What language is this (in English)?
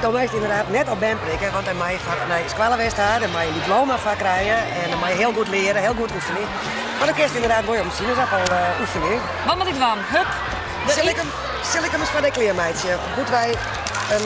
Western Frisian